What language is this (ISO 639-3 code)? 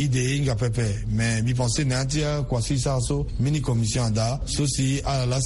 sag